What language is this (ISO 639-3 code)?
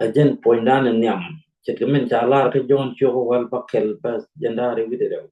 nus